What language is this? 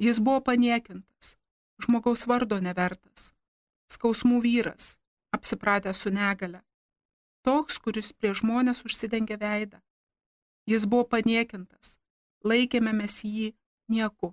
Lithuanian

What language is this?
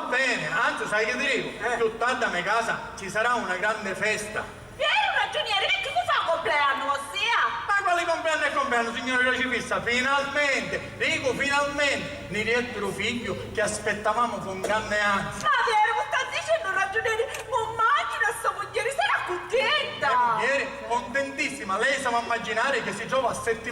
Sicilian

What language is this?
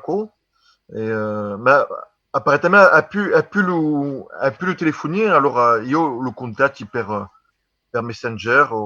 Occitan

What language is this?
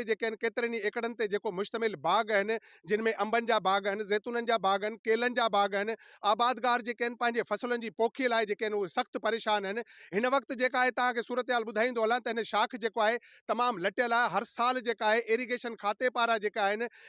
Sindhi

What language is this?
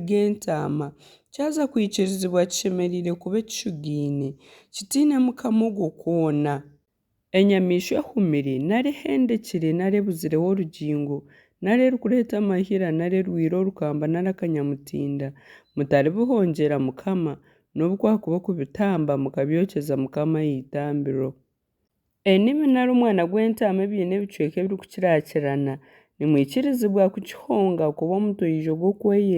Nyankole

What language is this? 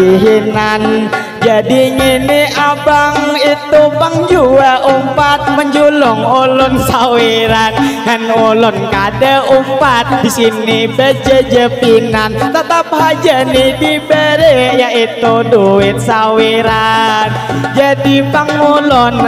Banjar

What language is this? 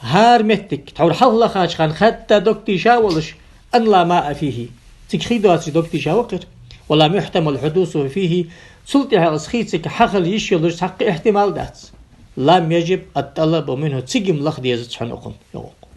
Ingush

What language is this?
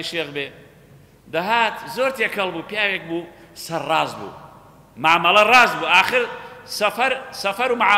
Central Kurdish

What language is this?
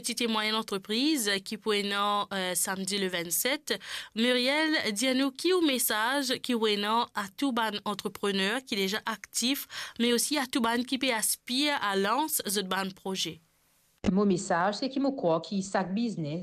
Morisyen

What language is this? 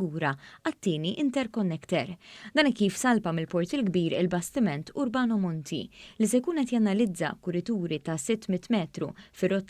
Maltese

